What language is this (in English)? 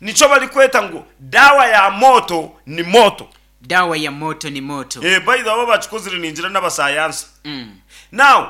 Nyankole